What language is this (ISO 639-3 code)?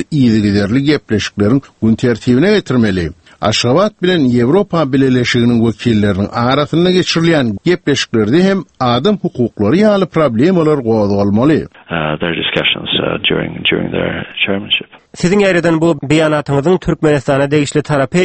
tuk